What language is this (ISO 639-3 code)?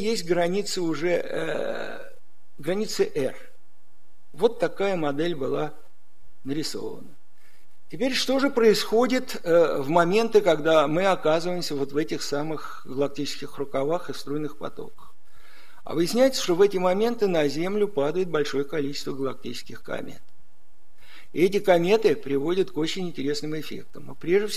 rus